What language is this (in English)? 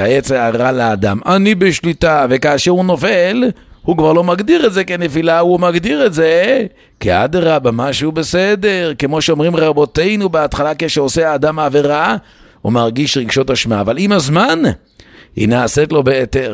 Hebrew